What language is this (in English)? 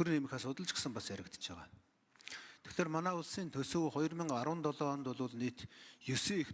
Mongolian